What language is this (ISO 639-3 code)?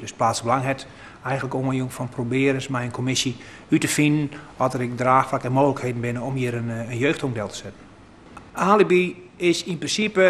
fry